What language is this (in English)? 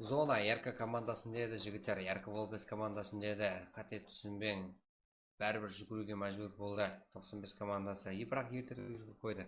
Kara-Kalpak